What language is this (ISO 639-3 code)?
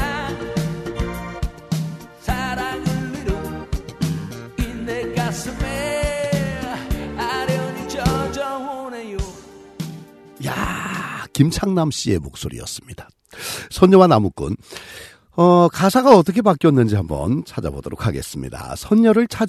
kor